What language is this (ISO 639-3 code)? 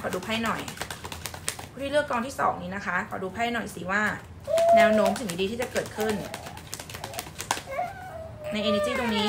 tha